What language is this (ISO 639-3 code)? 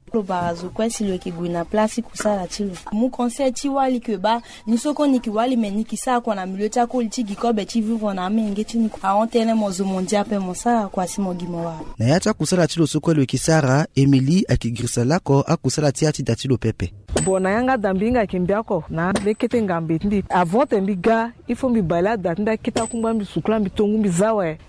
sag